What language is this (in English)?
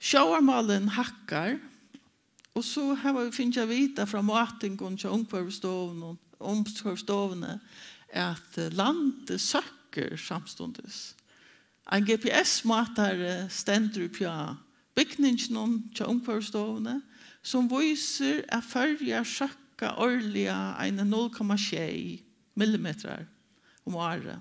Faroese